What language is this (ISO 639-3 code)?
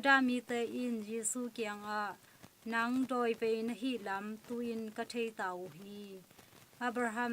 ctd